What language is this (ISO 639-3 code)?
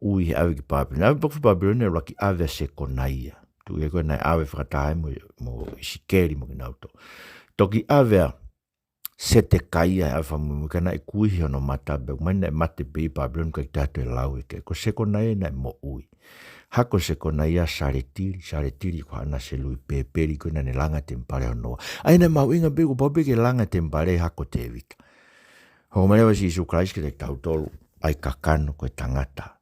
ton